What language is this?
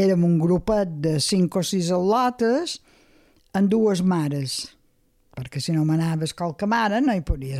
Catalan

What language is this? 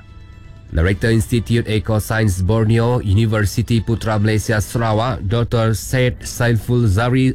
Iban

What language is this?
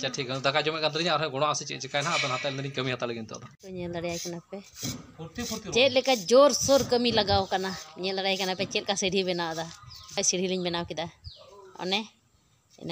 Santali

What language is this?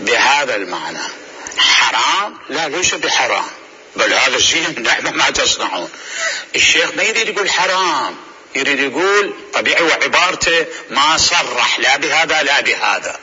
Mesopotamian Arabic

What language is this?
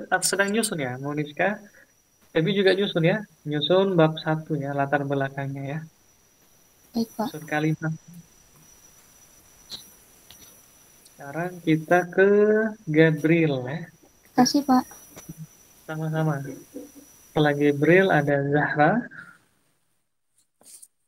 Indonesian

